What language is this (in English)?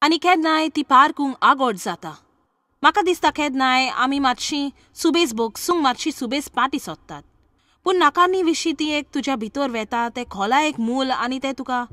Konkani